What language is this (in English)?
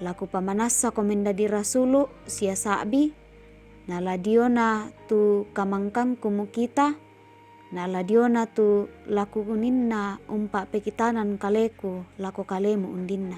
Toraja-Sa'dan